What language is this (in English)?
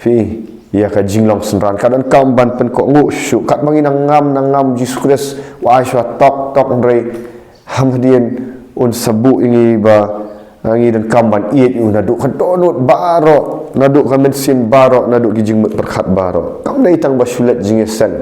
Khasi